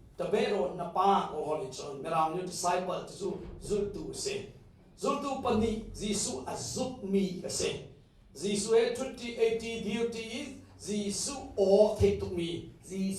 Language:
Hakha Chin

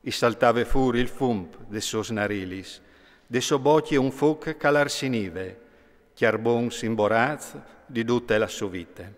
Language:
Friulian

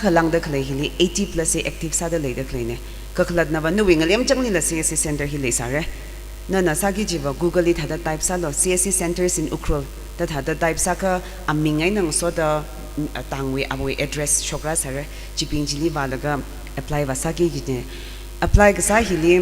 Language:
Tangkhul Naga (India)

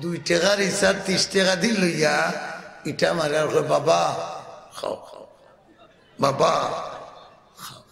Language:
Sylheti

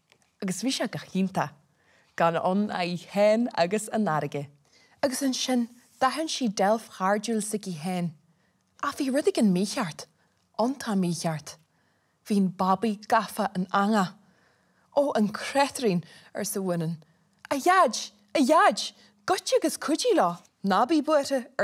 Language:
Irish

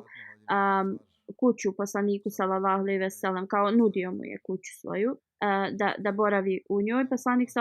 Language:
Bosnian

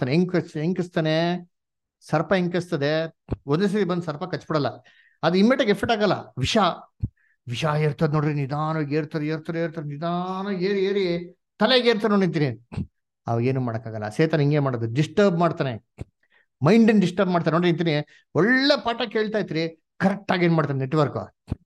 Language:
Kannada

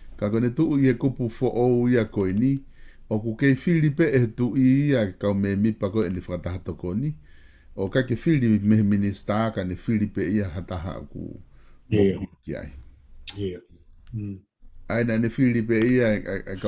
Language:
Tongan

